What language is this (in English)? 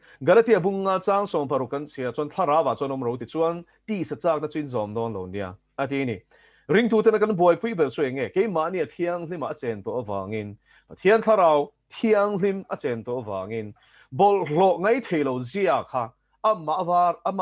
Mizo